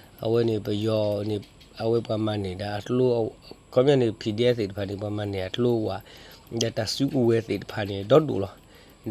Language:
S'gaw Karen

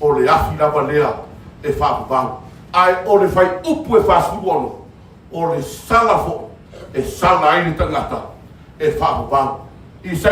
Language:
Samoan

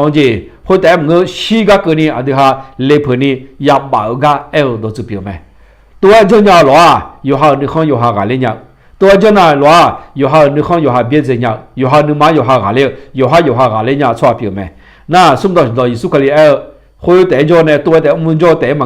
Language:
Akha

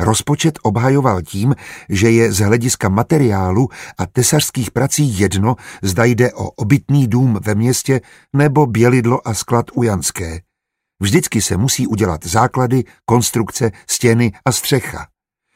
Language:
Czech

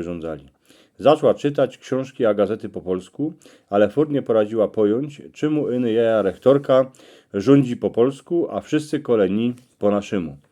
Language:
Silesian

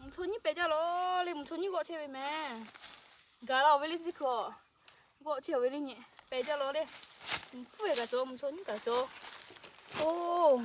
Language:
Lahu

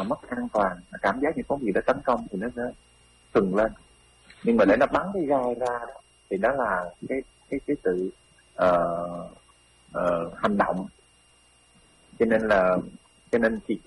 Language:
Vietnamese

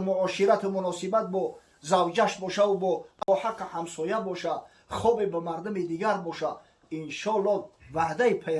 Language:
Tajik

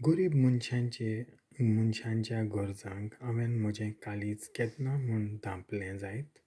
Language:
Konkani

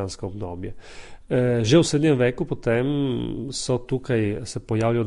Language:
Slovenian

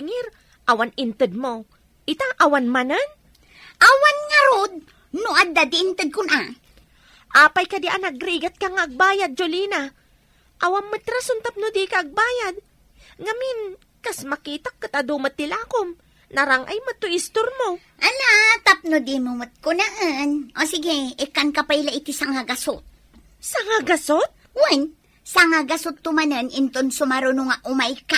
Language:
Iloko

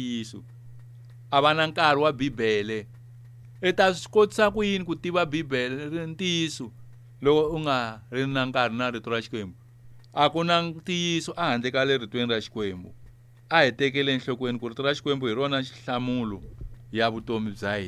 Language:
Tsonga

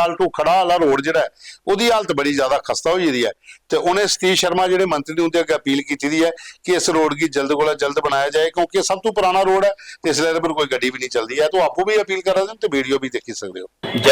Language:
Dogri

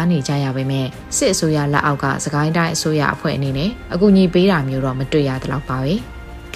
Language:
Burmese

